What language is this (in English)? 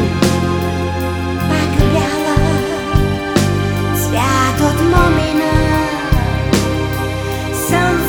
Bulgarian